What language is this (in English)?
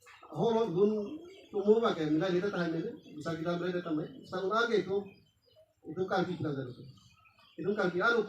Karbi